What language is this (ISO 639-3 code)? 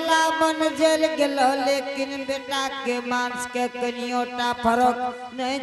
anp